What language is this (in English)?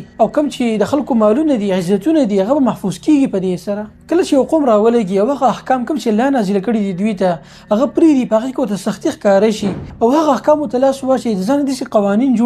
Pashto